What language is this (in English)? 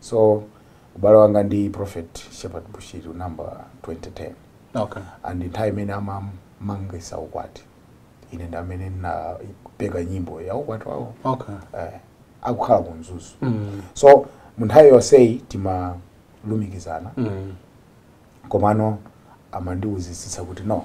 Nyanja